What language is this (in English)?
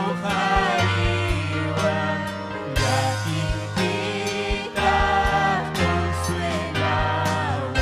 Ayacucho Quechua